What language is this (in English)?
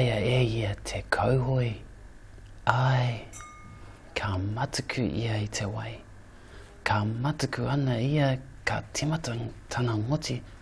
Māori